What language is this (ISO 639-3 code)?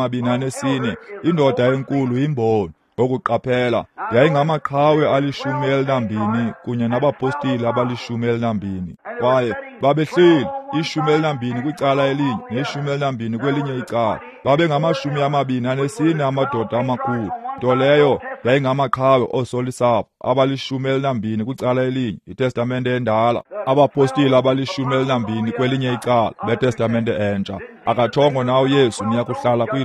xho